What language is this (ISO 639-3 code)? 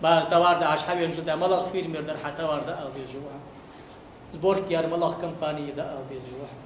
inh